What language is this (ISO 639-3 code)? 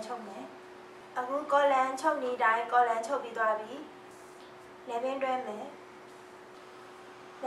mya